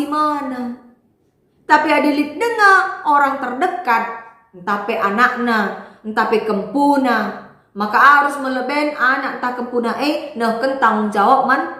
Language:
Batak Karo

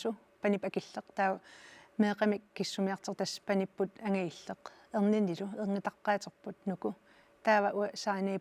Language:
Kalaallisut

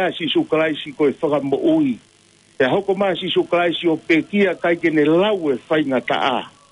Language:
Tongan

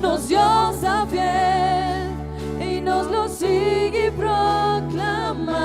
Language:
Papiamento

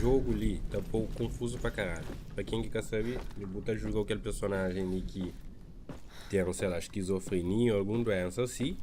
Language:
Kabuverdianu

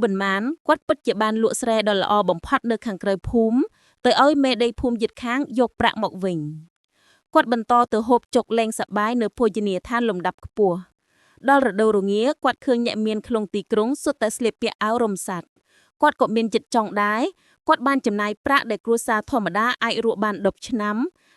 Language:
Khmer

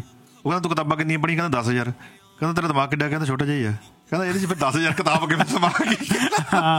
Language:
Punjabi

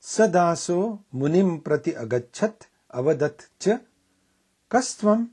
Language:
Sanskrit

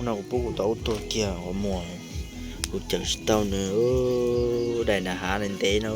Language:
Hmong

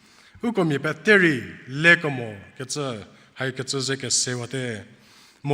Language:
Angami Naga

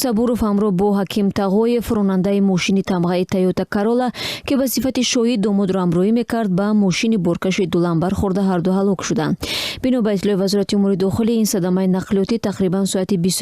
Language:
Tajik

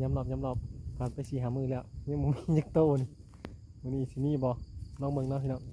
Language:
Lao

